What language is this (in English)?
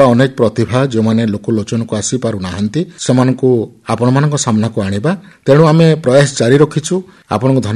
Odia